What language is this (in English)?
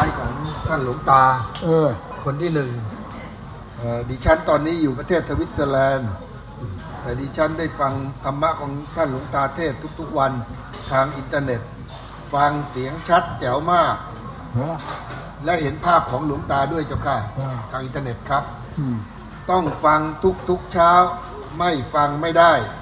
Thai